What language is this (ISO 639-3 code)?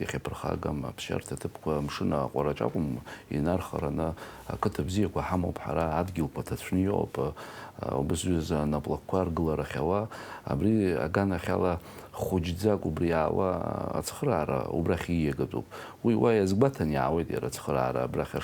abk